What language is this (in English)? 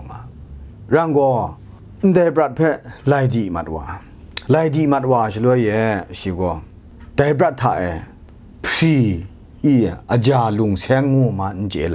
Kachin